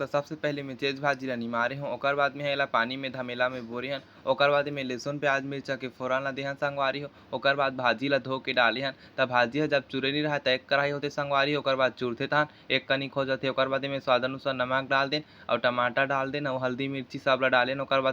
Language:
Chhattisgarhi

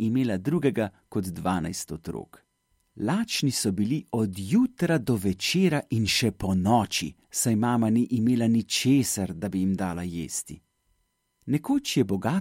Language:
Slovenian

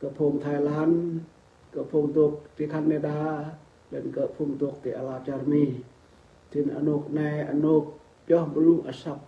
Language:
Rade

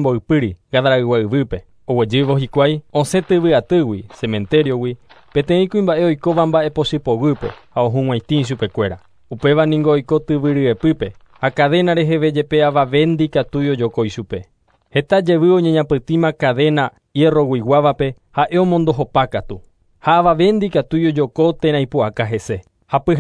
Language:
Guarani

